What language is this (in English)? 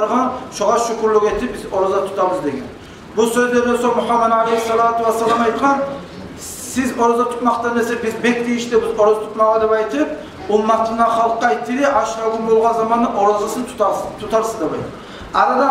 Kumyk